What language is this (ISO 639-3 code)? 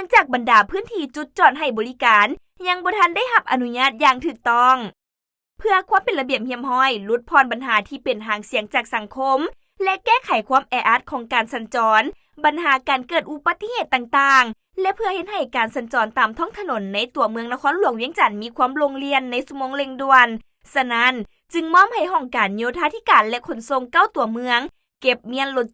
lao